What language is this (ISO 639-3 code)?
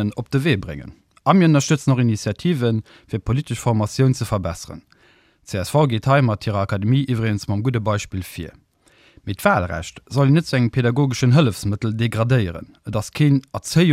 ltz